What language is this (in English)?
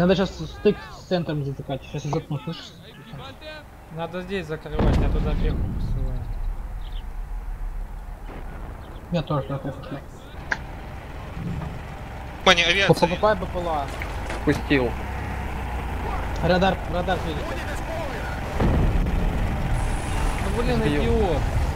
Russian